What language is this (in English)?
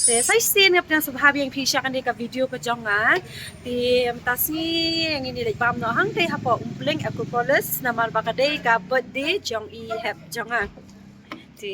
Khasi